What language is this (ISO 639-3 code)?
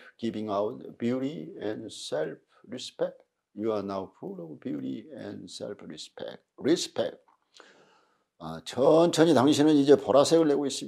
kor